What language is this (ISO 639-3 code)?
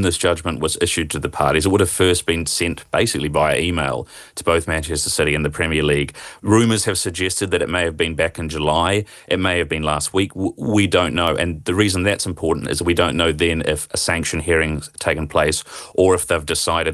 eng